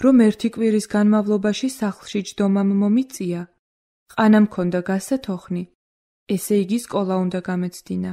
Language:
Georgian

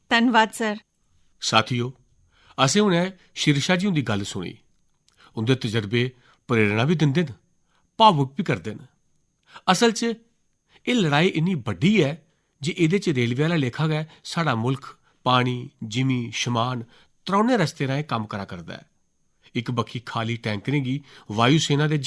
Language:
Dogri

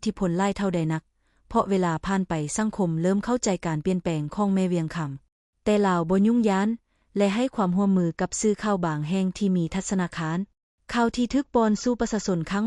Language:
Lao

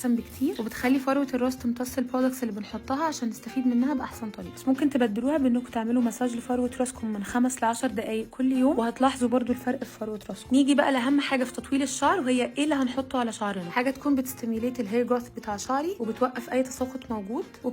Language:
Egyptian Arabic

